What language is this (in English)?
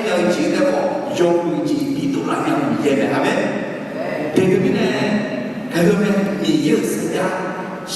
Akha